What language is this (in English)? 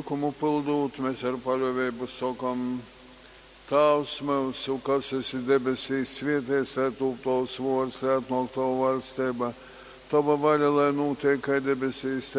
Latgalian